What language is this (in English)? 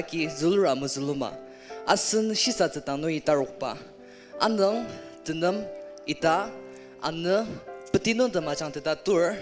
Ao Naga